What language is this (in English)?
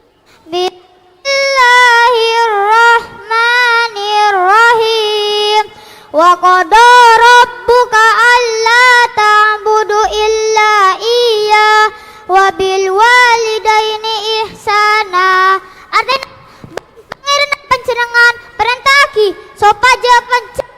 Madurese